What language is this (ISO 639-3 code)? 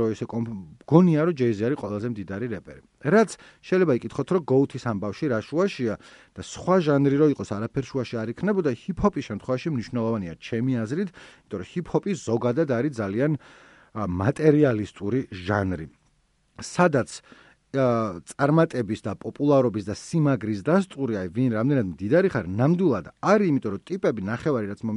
kat